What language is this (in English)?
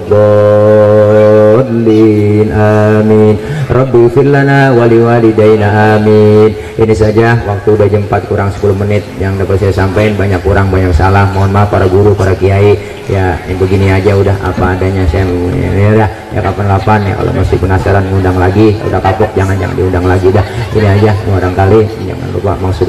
Betawi